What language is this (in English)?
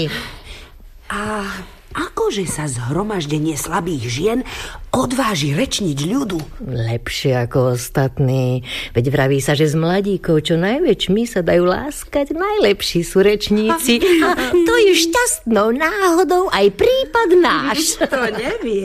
Slovak